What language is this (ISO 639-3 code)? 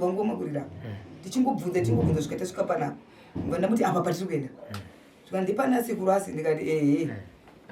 sna